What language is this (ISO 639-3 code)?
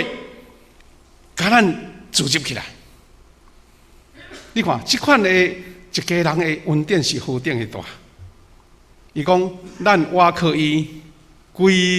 nan